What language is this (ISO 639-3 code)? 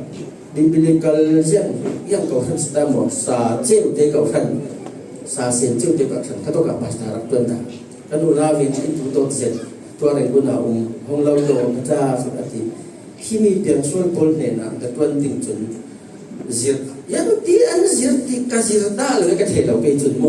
cfm